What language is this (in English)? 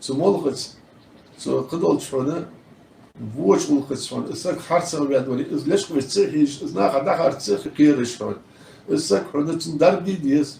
Ingush